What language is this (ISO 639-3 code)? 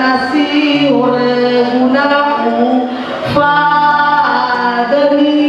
nia